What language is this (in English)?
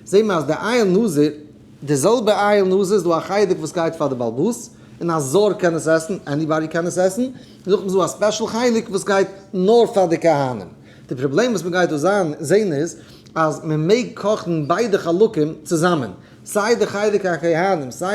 Yiddish